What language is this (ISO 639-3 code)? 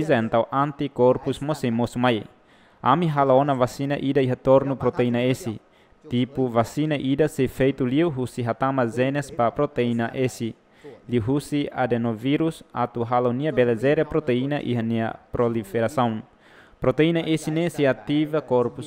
tet